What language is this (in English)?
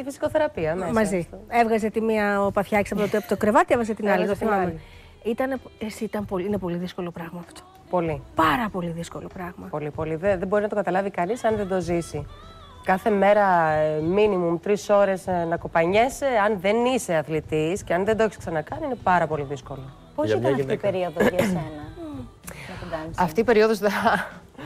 Greek